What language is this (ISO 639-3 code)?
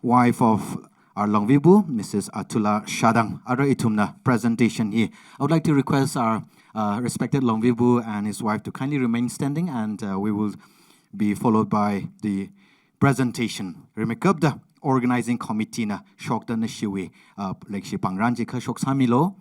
nmf